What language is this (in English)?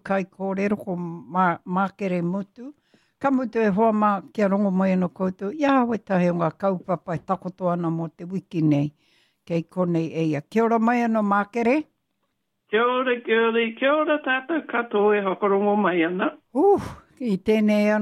Māori